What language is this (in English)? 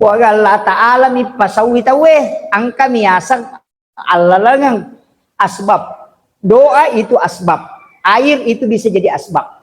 Buginese